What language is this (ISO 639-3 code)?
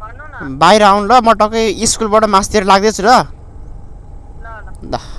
nep